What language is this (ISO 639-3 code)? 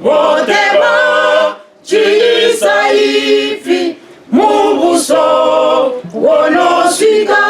ven